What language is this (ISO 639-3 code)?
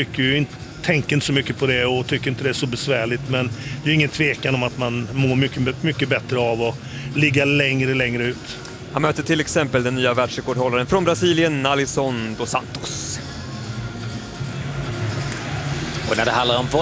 swe